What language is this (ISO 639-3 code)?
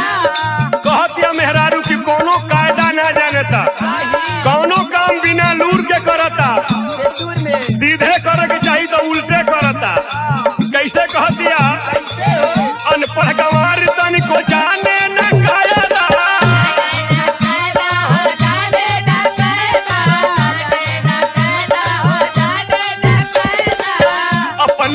bho